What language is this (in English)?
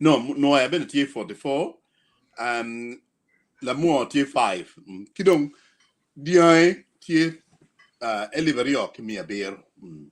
Acoli